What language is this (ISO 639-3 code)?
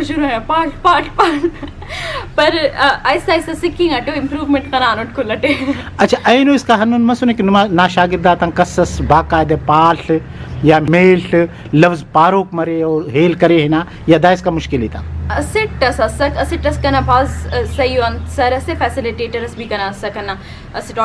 brh